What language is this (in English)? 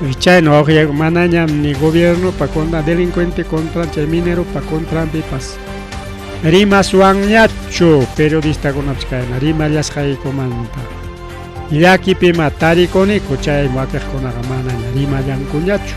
Ayacucho Quechua